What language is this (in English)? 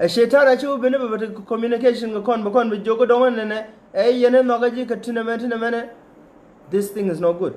Nuer